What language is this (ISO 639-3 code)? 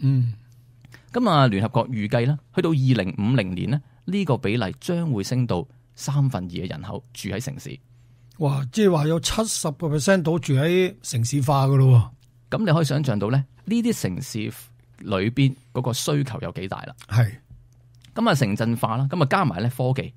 yue